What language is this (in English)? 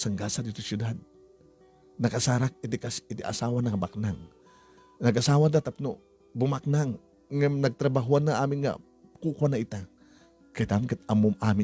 Iloko